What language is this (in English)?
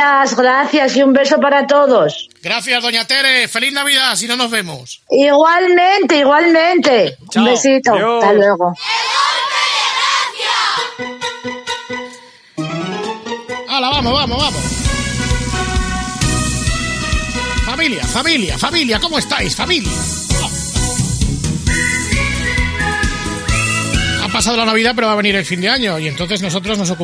Spanish